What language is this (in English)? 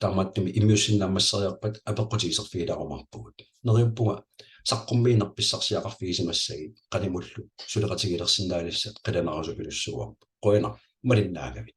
Kalaallisut